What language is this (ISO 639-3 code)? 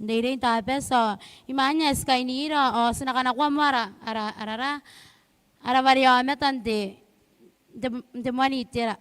gil